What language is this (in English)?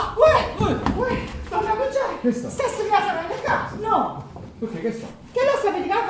Neapolitan